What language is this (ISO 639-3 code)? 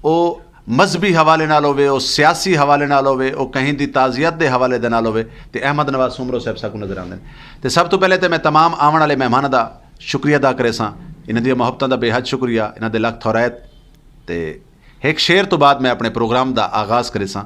skr